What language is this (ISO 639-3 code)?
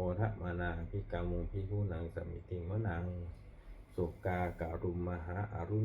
pli